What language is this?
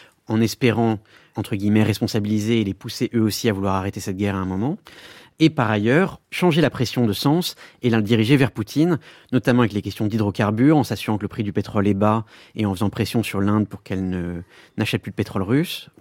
French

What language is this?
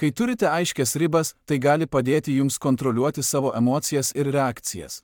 Lithuanian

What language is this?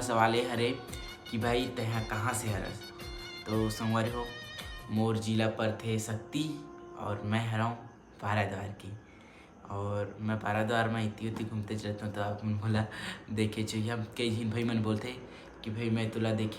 Chhattisgarhi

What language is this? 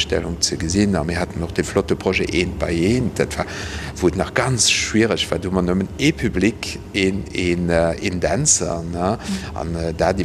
Luxembourgish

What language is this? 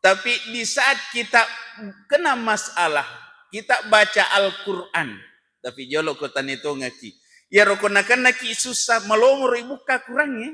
Buginese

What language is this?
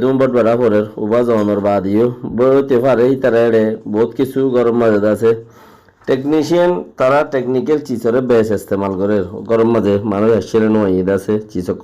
Rohingya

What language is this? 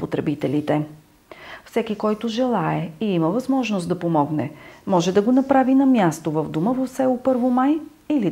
Bulgarian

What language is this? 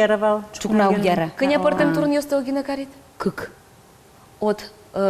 Udmurt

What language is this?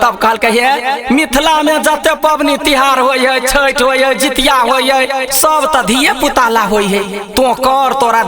Maithili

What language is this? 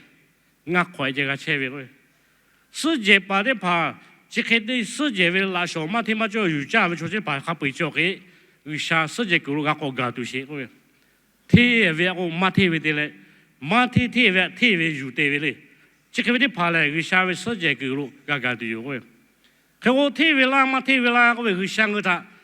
Lahu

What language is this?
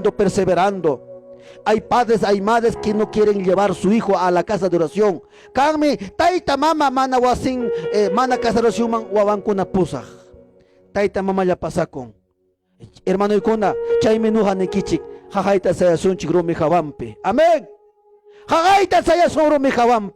Ayacucho Quechua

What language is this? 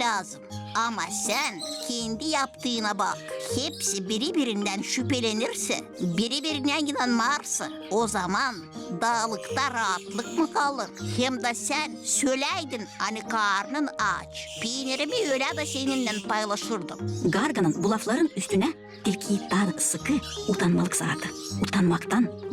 Gagauz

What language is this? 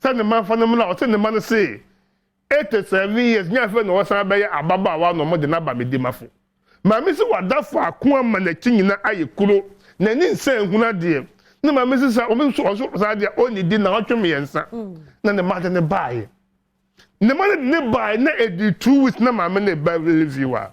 Akan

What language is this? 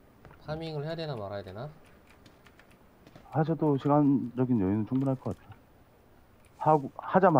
Korean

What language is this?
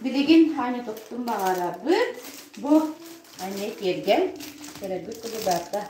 Yakut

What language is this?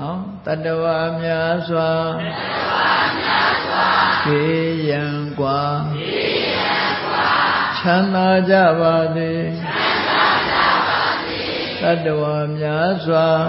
Burmese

